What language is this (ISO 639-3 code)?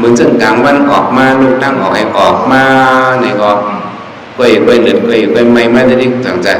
shn